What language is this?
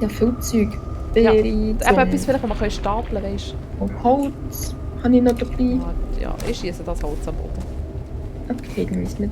Swiss German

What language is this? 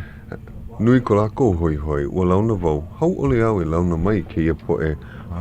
Hawaiian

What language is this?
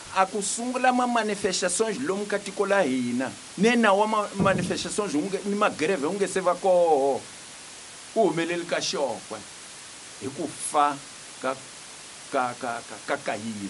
Tsonga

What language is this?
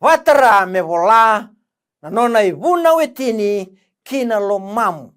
Fijian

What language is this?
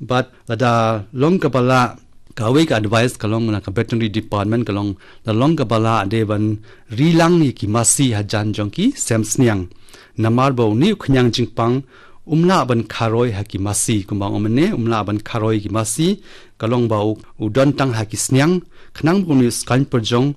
Khasi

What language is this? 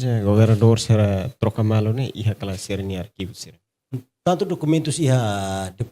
Tetum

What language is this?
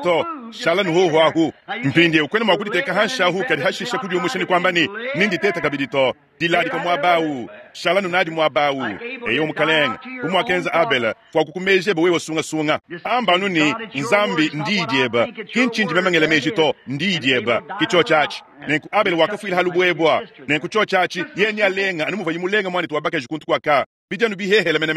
Luba-Lulua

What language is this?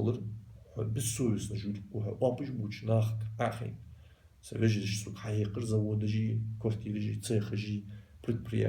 Ingush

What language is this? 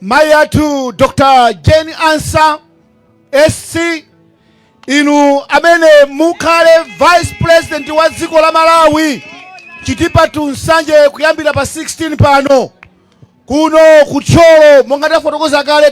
Nyanja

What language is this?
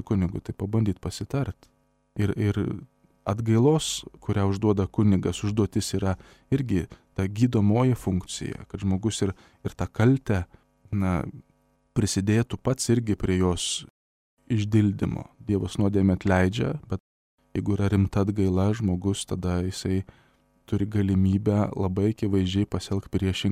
Lithuanian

